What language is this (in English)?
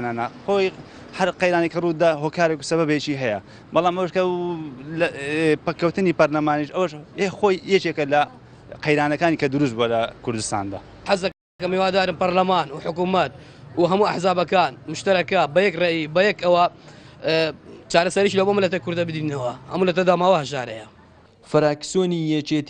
Central Kurdish